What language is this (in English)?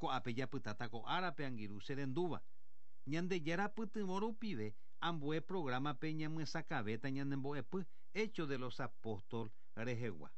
Guarani